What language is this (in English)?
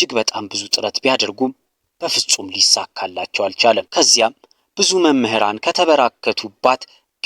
Amharic